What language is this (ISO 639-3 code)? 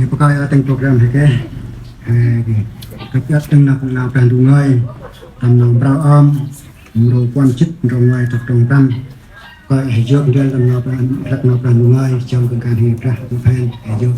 cmo